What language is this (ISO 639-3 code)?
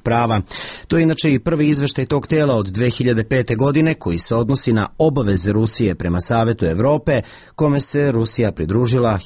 srp